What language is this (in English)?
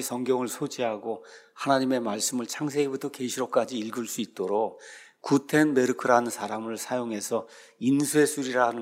Korean